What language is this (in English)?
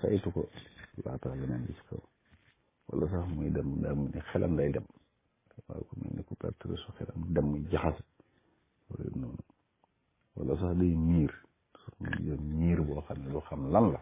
Wolof